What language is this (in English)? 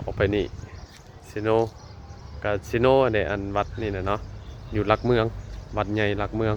Northeastern Thai